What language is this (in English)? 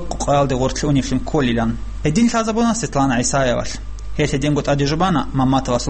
Avaric